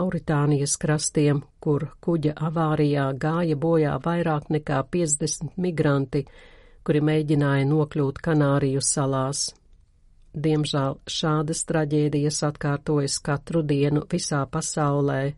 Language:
Latvian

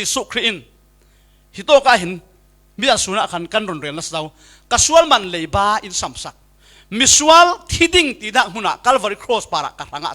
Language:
Falam Chin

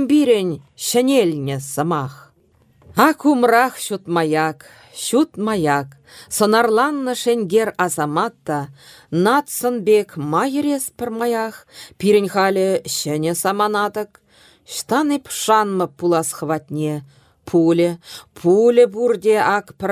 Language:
Chuvash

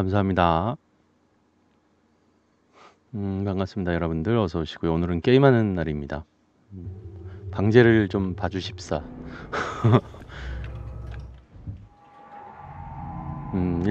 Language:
Korean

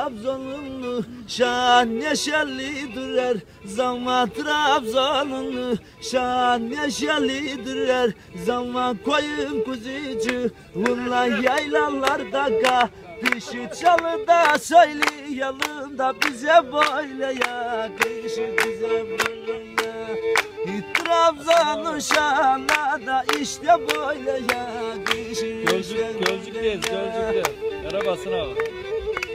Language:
Turkish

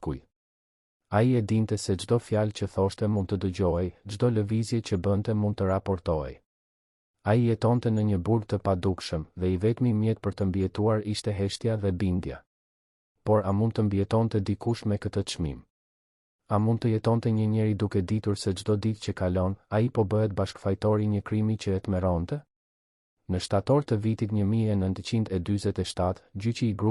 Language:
Albanian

